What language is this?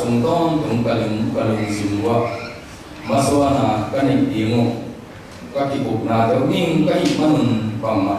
Tedim Chin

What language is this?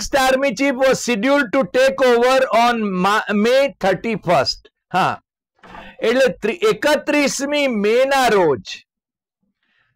Gujarati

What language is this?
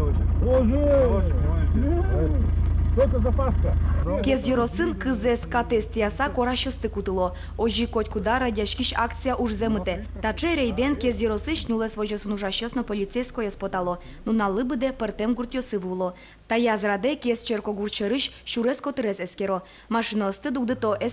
Udmurt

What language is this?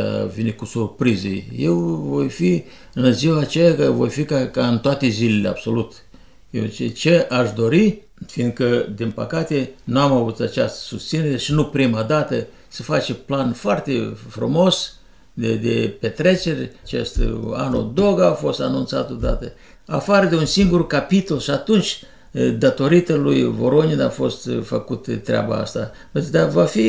Romanian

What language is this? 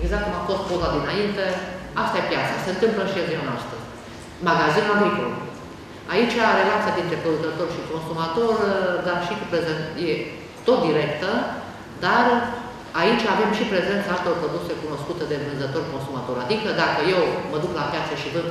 Romanian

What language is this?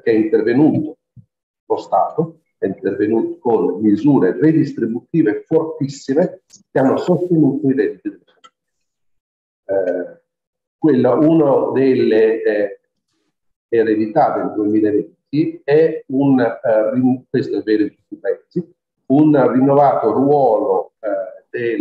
Italian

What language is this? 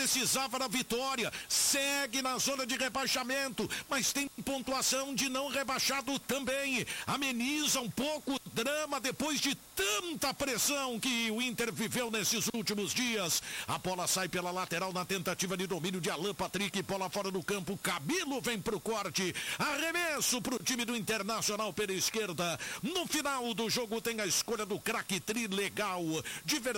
Portuguese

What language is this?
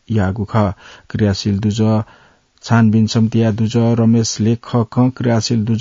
Newari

